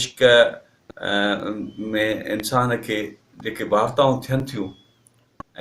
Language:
Sindhi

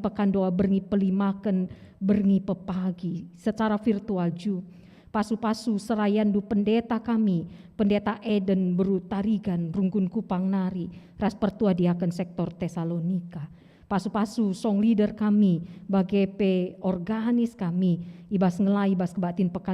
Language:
Batak Karo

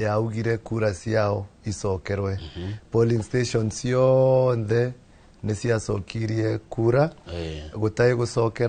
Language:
Kikuyu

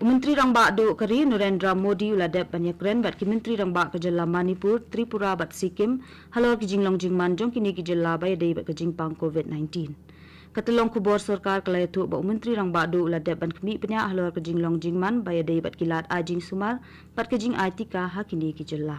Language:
Khasi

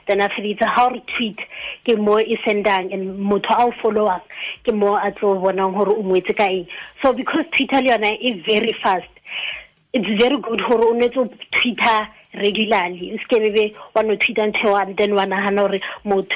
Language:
Tswana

